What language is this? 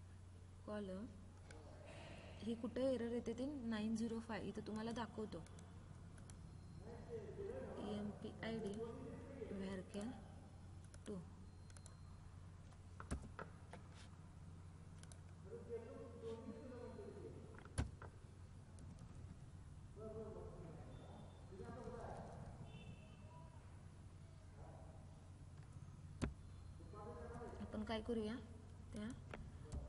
Marathi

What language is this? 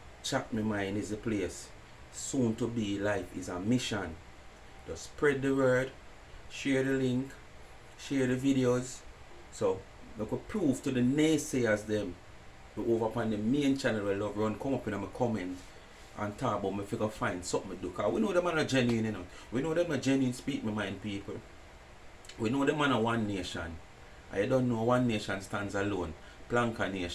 Jamaican Creole English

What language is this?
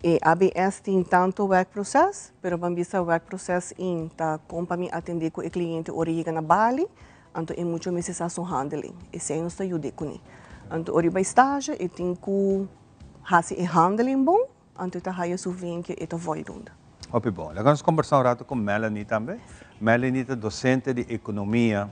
Papiamento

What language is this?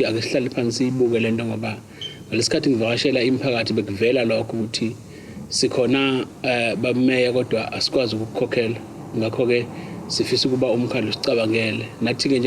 Zulu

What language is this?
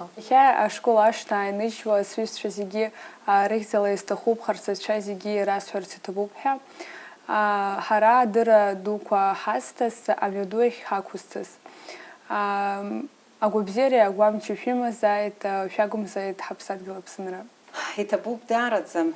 Abkhazian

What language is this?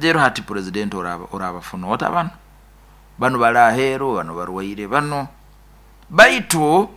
Nyoro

